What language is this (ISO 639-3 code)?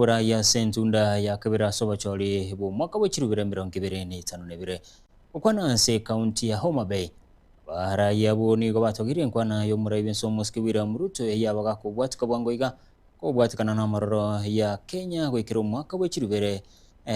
guz